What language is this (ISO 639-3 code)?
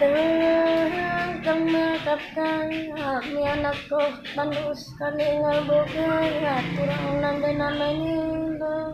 btx